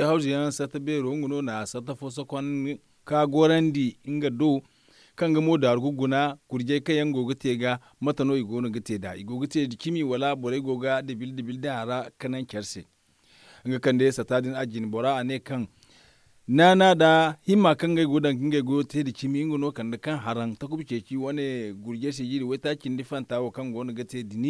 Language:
Zarma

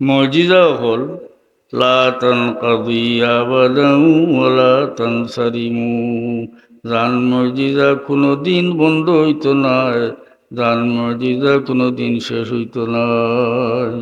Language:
Sylheti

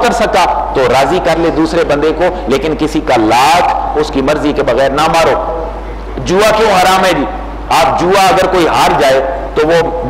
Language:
Urdu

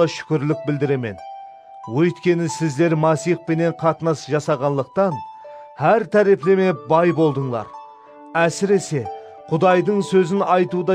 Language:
Kara-Kalpak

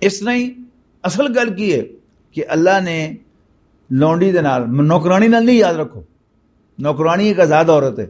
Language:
Western Panjabi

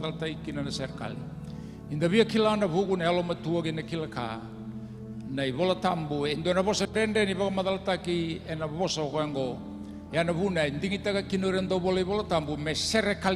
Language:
Fijian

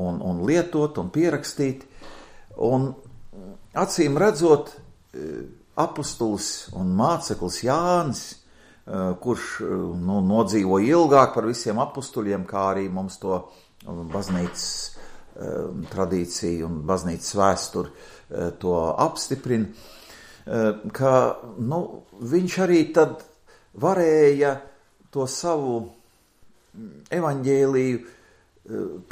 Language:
Latvian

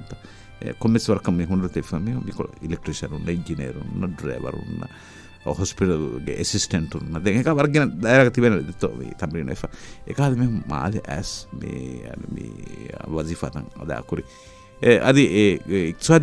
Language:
Divehi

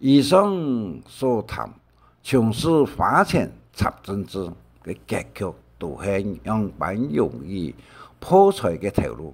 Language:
Hakka Chinese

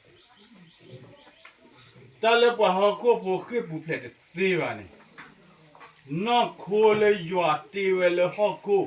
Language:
S'gaw Karen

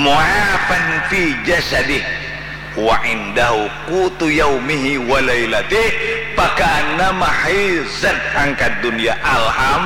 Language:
Banjar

